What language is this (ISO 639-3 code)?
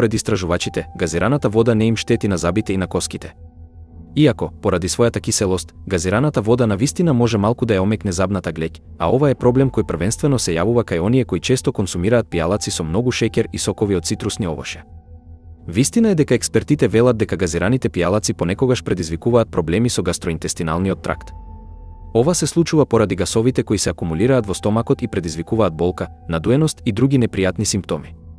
mkd